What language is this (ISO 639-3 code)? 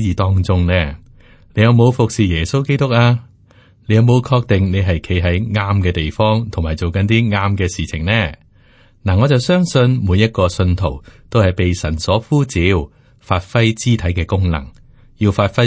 yue